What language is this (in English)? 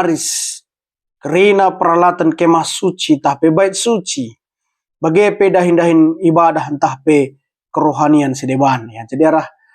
Batak Karo